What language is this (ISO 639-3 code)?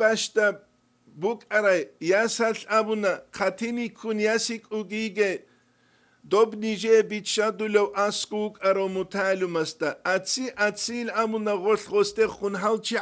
ava